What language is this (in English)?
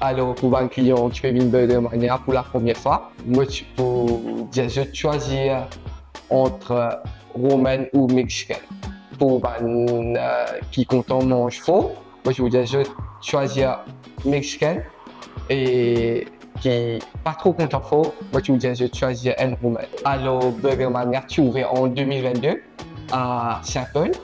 Morisyen